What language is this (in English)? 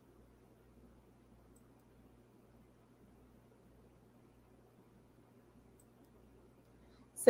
Portuguese